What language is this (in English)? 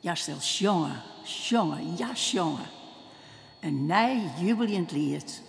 Western Frisian